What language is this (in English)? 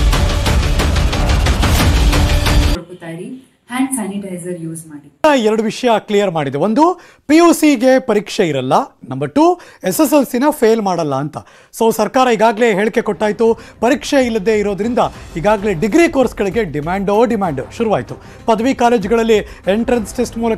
Kannada